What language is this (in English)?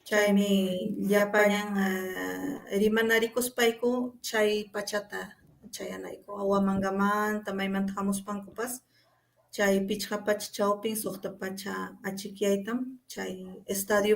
Ayacucho Quechua